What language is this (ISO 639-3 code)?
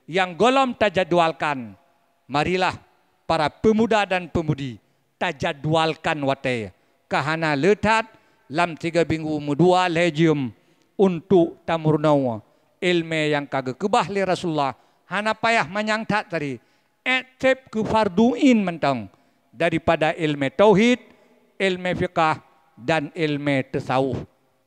ace